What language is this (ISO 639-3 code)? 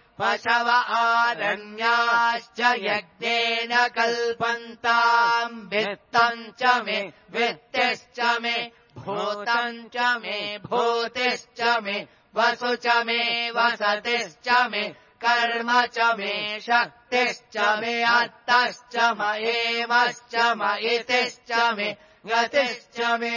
san